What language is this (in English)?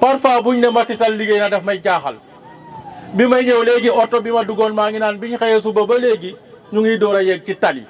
Wolof